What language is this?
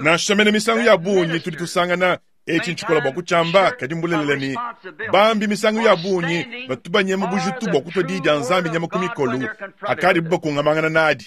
Luba-Lulua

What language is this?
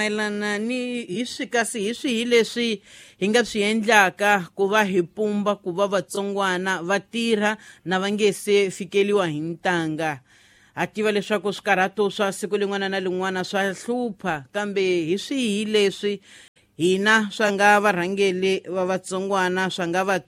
Tsonga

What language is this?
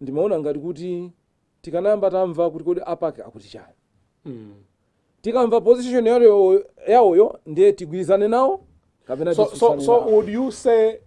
Nyanja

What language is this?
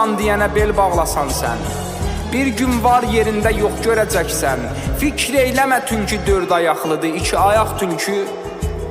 South Azerbaijani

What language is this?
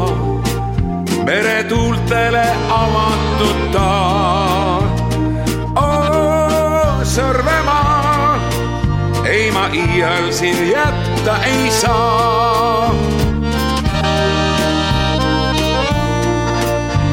Estonian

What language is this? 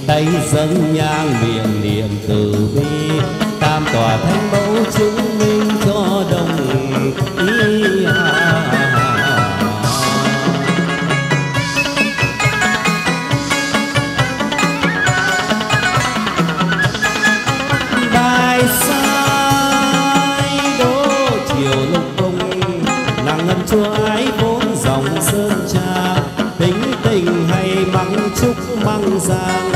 Vietnamese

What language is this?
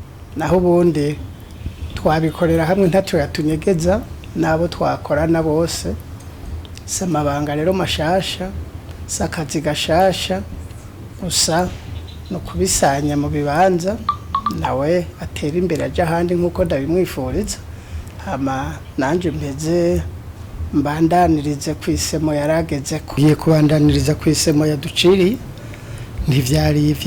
Rundi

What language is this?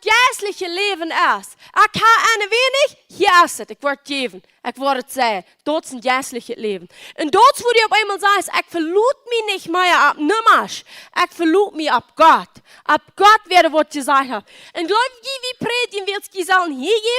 Plautdietsch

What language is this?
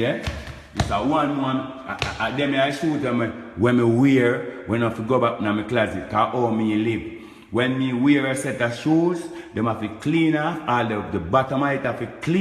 Jamaican Creole English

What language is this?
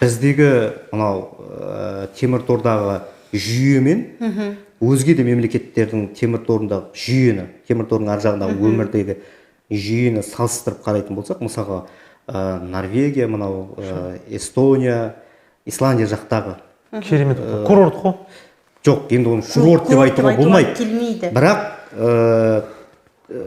Kazakh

